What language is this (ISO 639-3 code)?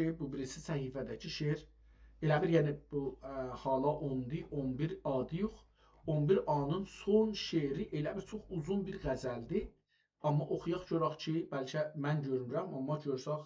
azb